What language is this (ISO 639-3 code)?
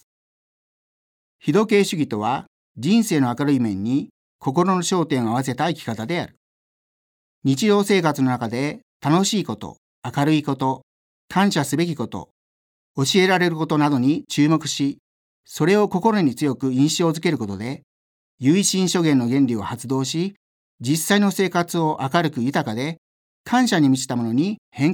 jpn